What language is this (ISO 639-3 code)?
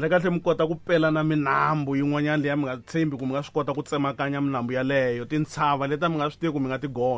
tso